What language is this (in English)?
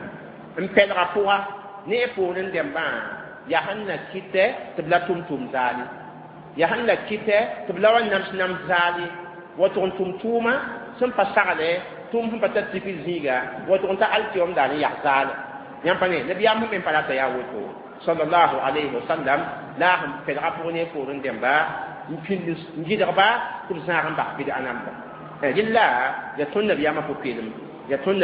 Mossi